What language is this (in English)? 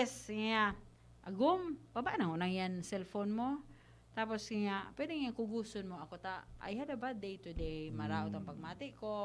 Bikol